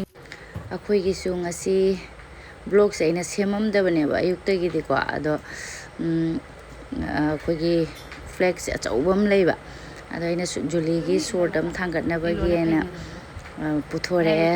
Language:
Manipuri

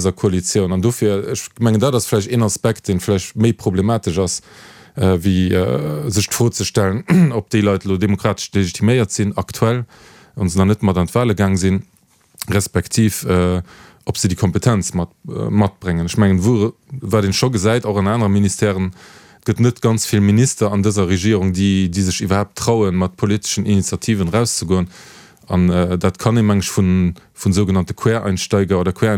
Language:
Luxembourgish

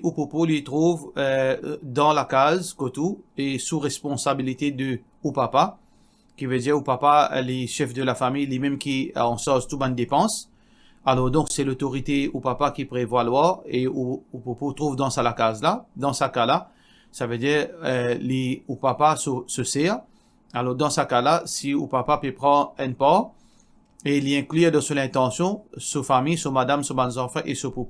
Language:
Morisyen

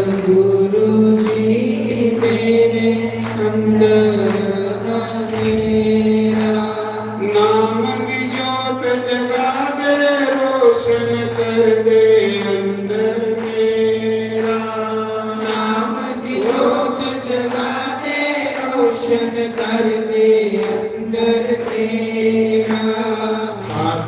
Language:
Dogri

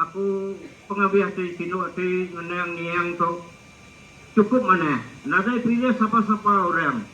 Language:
Iban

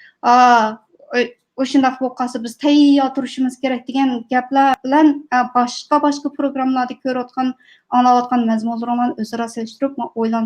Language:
Uyghur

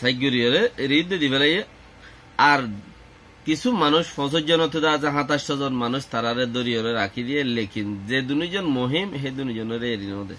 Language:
Rohingya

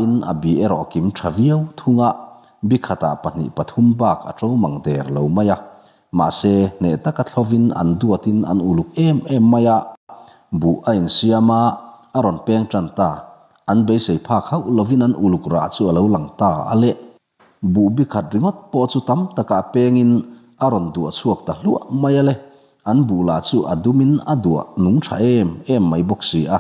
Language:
Mizo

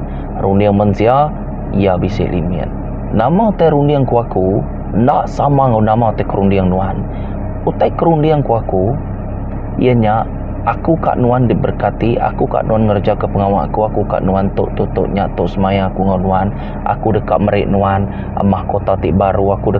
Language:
Iban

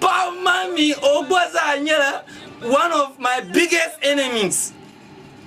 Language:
Dagbani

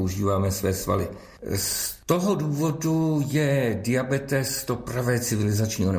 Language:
Czech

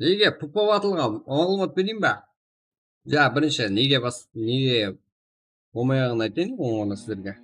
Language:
Kara-Kalpak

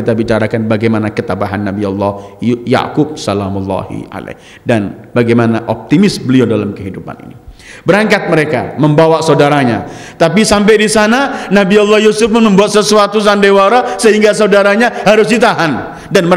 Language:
Indonesian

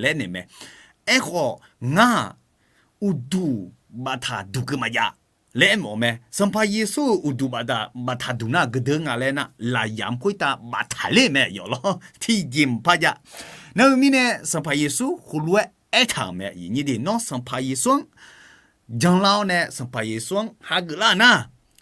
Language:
Akha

